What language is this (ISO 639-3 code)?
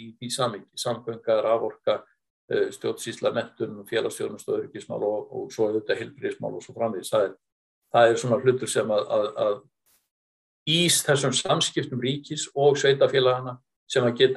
isl